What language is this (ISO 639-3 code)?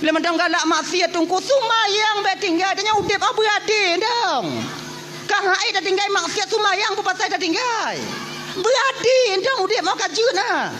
ace